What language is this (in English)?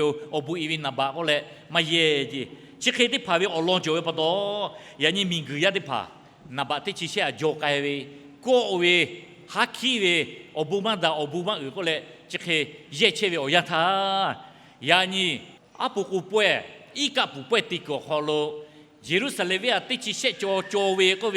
Lahu